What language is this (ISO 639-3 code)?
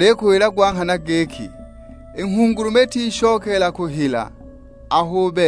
suk